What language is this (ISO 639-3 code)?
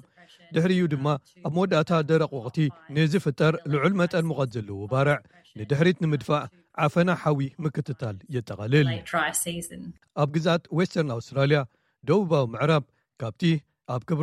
tir